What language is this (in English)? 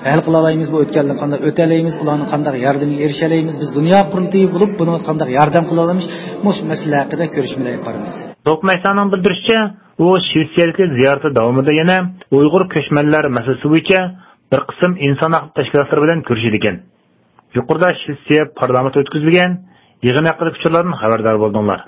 Uyghur